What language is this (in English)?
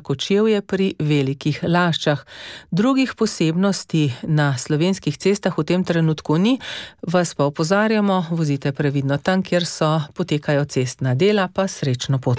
Slovenian